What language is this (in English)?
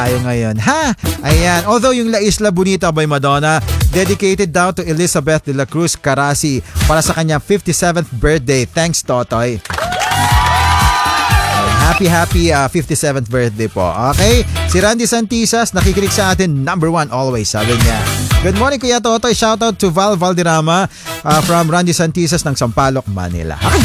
Filipino